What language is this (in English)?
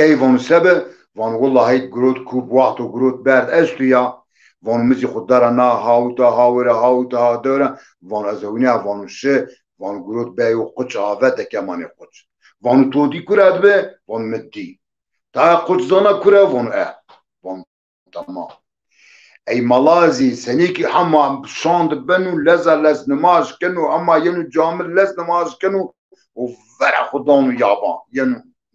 Zaza